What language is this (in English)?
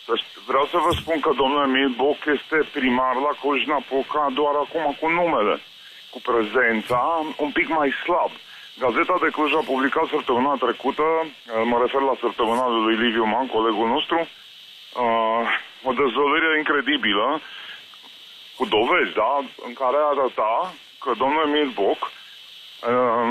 Romanian